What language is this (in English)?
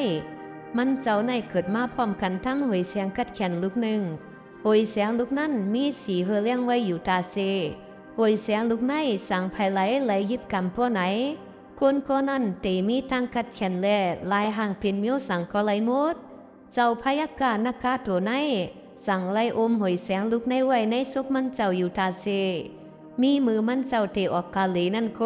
Shan